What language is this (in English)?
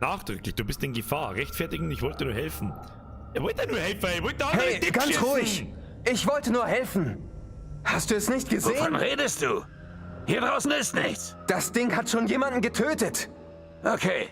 Bavarian